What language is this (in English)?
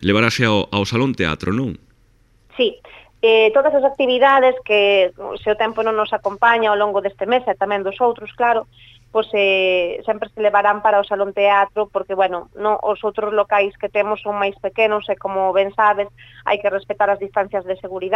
Galician